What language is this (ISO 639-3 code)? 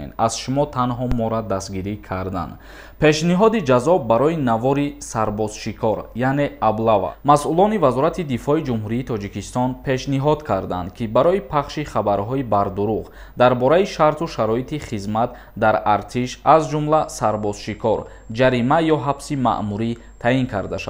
tgk